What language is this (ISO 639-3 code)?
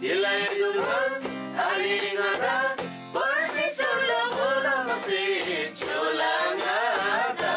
taj